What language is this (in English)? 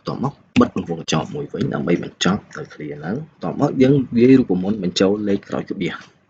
Khmer